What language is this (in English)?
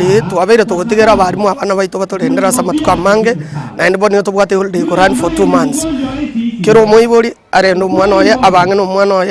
Gusii